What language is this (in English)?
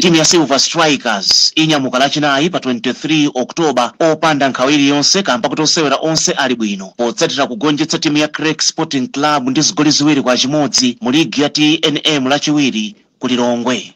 Nyanja